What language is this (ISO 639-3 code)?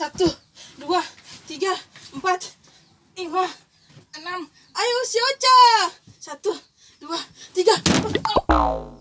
abs